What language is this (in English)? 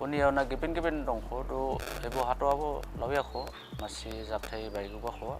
Dimasa